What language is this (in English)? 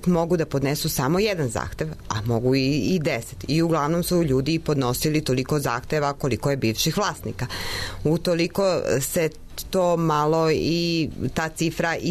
Serbian